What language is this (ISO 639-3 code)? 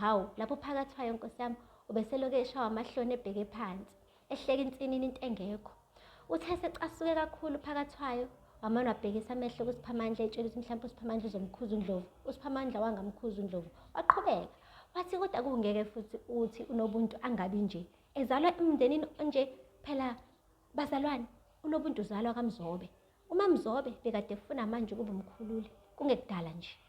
zul